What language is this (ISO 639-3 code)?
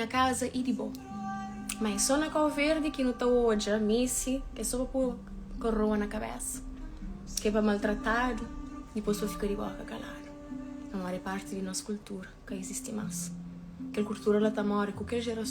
kea